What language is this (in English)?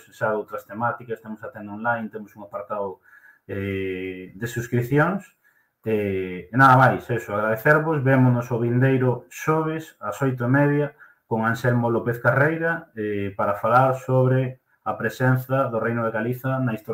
Galician